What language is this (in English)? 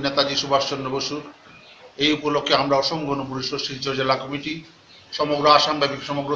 Bangla